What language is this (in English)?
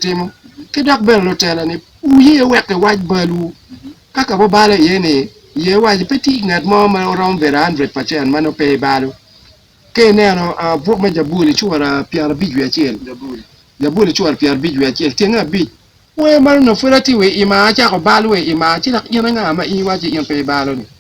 Acoli